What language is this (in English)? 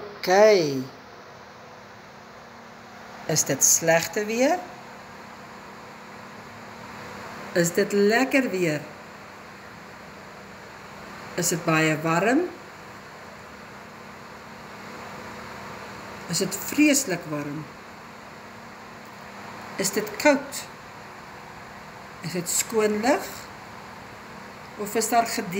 Afrikaans